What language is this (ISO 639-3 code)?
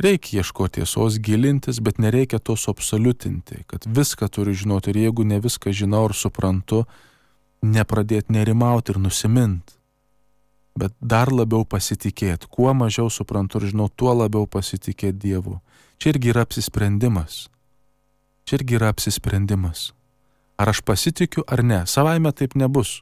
lit